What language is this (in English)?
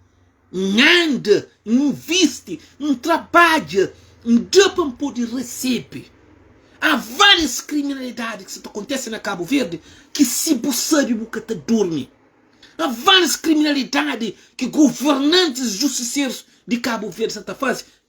Kabuverdianu